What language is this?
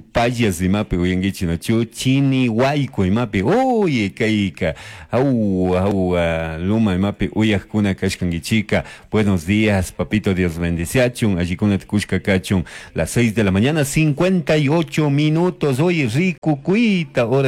Chimborazo Highland Quichua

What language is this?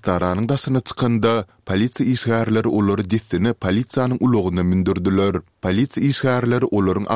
Turkmen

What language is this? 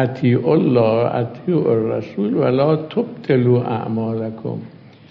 Persian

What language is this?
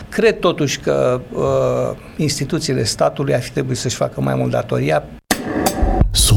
Romanian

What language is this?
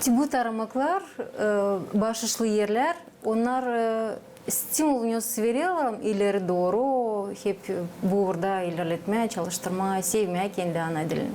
Gagauz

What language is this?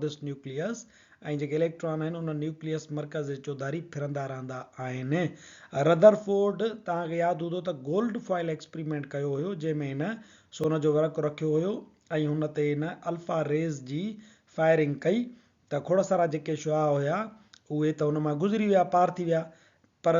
Sindhi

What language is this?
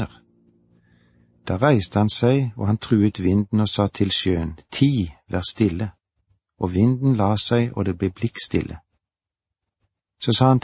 Norwegian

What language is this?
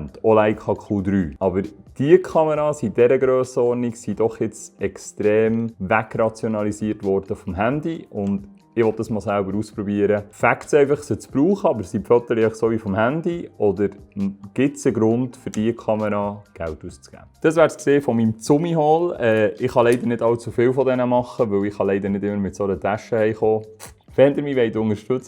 Swiss German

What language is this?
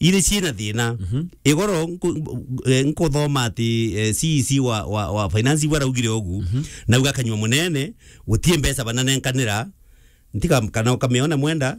Meru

